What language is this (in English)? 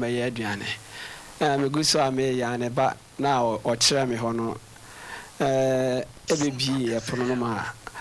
Akan